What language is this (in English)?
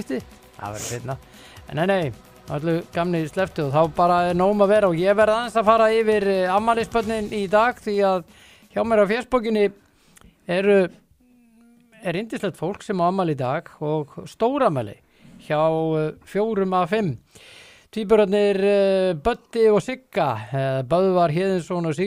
Icelandic